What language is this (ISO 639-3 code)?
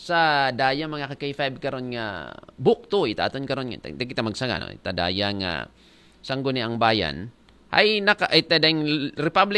akl